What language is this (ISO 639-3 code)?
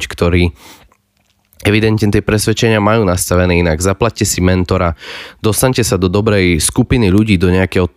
slk